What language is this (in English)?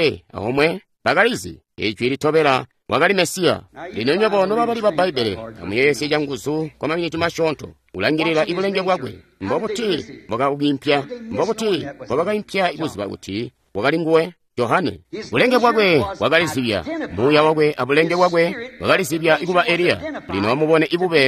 Tonga (Zambia)